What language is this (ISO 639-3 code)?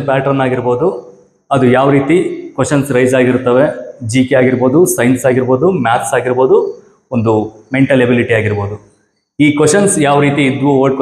kan